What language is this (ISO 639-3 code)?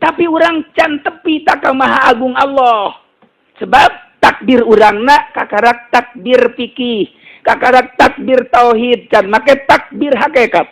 sun